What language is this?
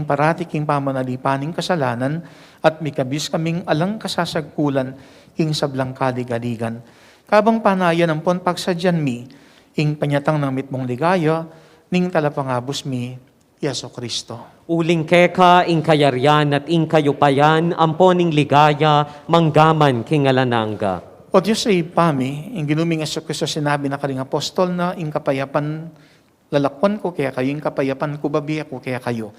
Pampanga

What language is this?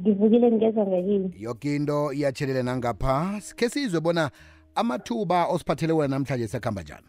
South Ndebele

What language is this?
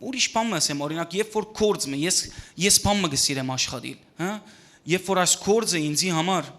Western Armenian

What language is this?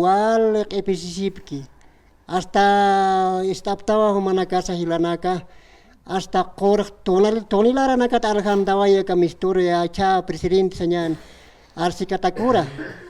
Aymara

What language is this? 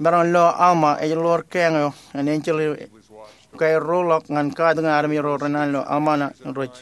Marshallese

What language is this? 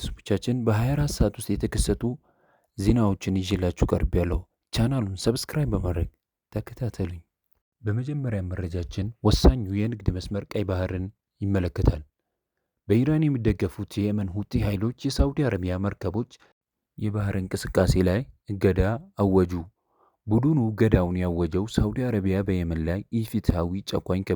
Amharic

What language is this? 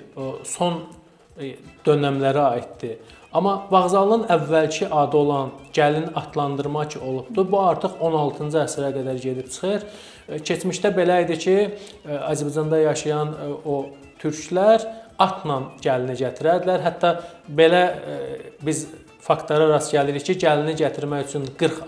Azerbaijani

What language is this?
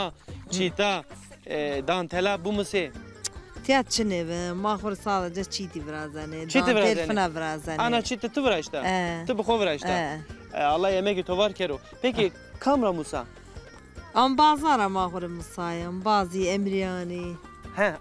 Zaza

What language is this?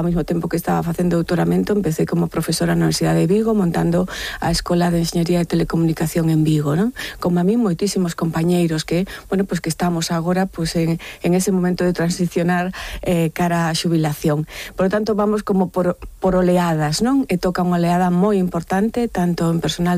Galician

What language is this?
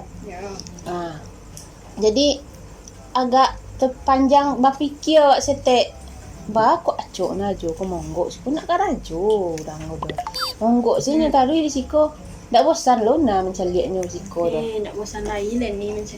Minangkabau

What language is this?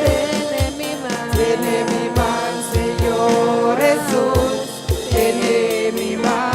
Papiamento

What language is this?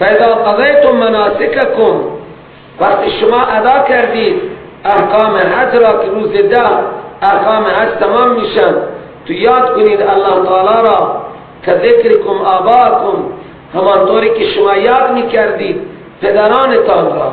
Persian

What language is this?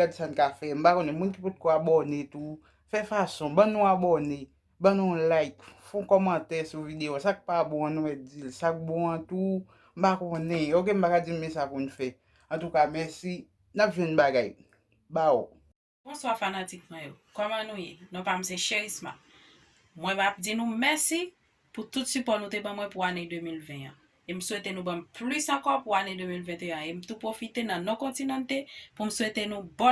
Haitian Creole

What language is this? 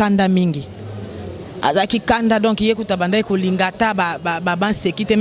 Lingala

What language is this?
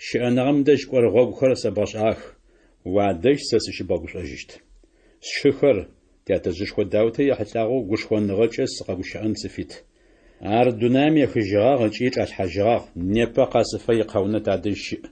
Adyghe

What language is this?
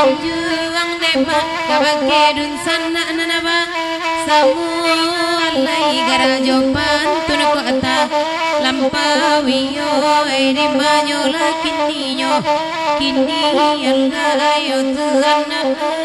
Minangkabau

